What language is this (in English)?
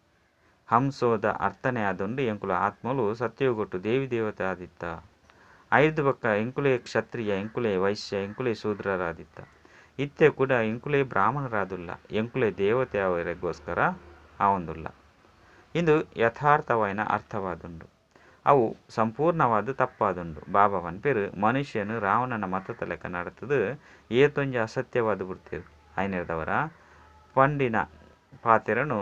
Tulu